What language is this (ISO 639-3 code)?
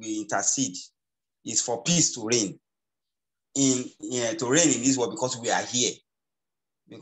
eng